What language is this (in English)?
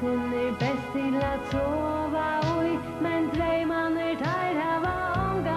Faroese